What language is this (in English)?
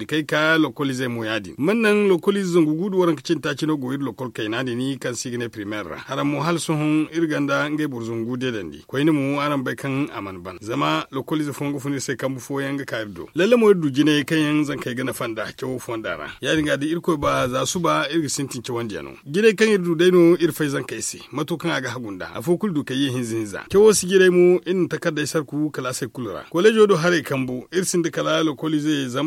Zarma